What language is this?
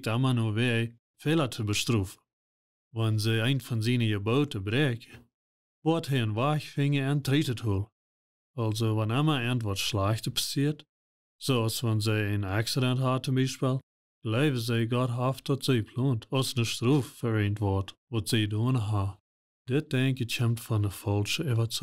Plautdietsch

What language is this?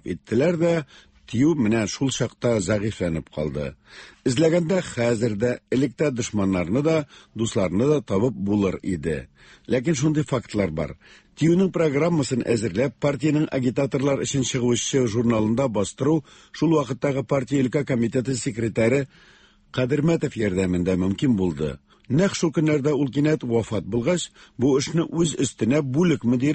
Tatar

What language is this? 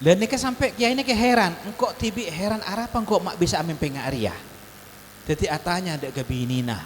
Madurese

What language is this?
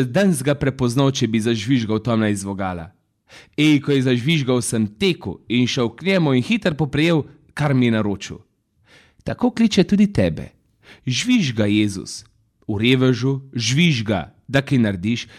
Slovenian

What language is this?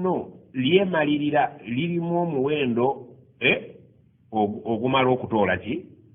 Ganda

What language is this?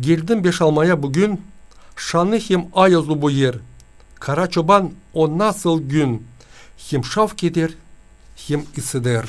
Gagauz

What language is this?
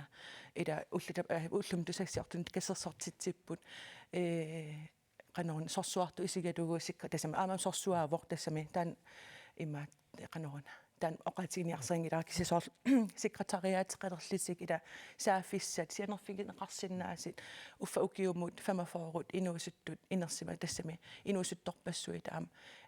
Kalaallisut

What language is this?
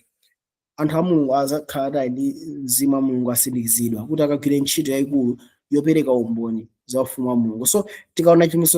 Nyanja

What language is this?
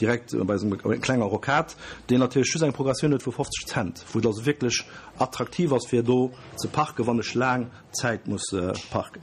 Luxembourgish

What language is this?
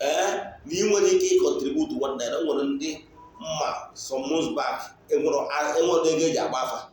Igbo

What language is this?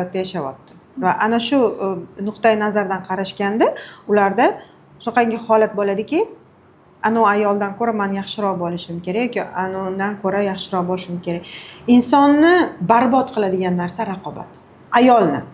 Uzbek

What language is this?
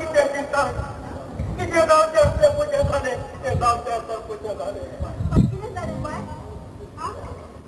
Konkani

